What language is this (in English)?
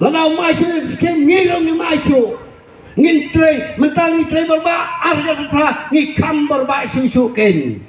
Khasi